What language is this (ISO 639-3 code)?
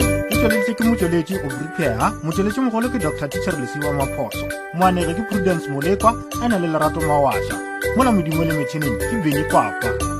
nso